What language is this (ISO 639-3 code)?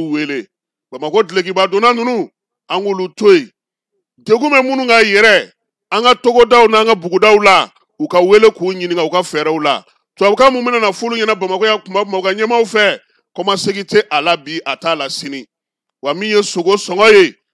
bam